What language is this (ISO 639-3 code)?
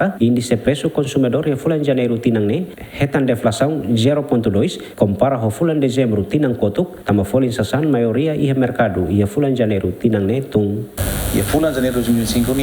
tet